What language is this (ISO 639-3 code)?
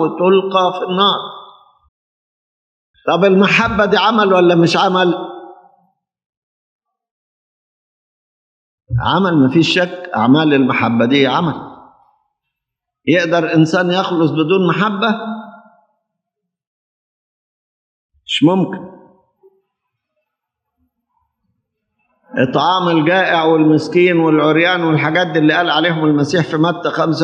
arz